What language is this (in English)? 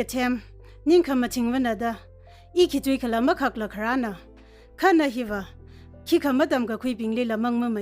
Tangkhul Naga (India)